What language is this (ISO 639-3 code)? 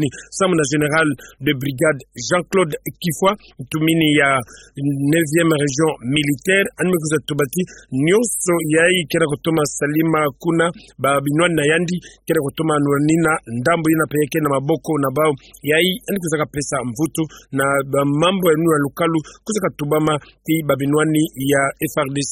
ktu